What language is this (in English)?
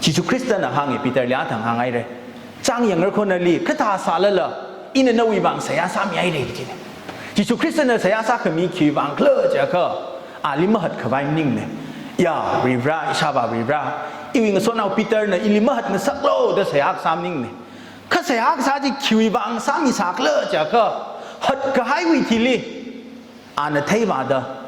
Tangkhul Naga (India)